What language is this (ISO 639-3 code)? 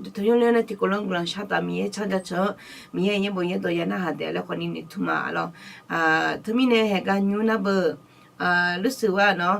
ahk